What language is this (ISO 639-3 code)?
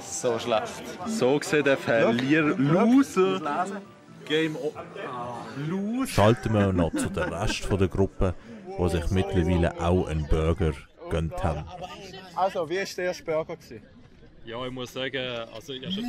gsw